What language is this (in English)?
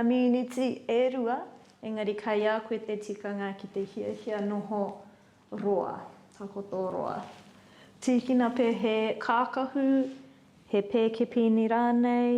Māori